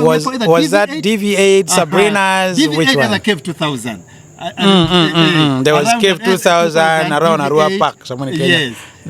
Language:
Acoli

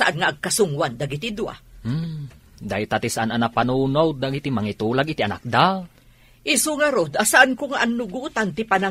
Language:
Iloko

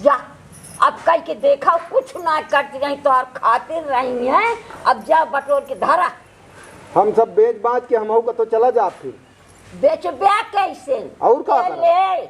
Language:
Awadhi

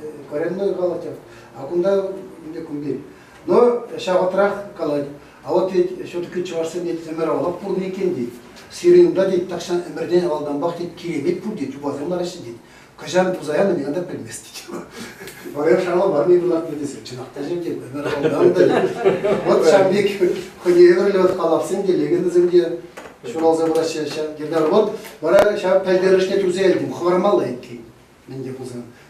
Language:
Chuvash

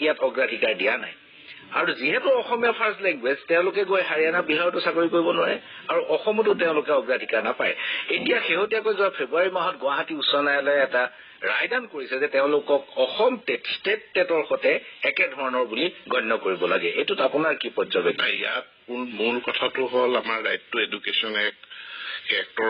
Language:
Assamese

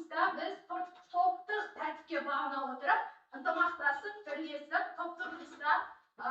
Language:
Kazakh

